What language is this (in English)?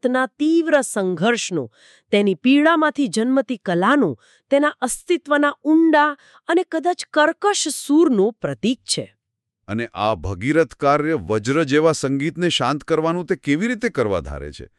Gujarati